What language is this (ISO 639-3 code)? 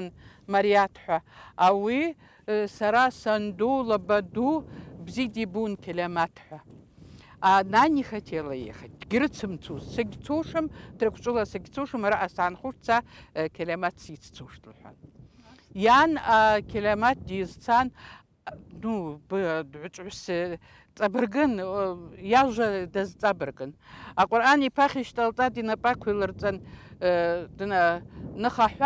abk